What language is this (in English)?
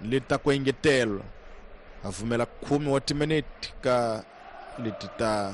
Tsonga